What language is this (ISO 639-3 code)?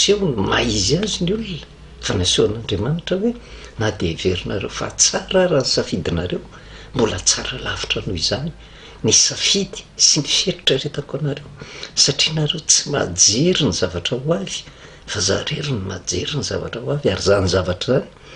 mlg